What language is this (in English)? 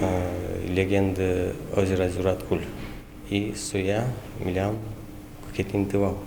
Udmurt